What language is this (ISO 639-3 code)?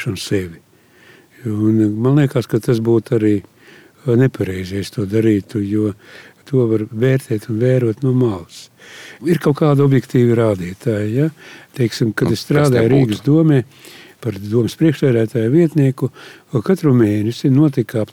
lav